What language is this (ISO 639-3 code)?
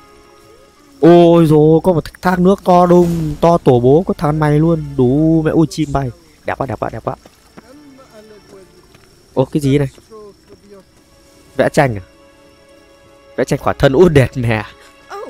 vie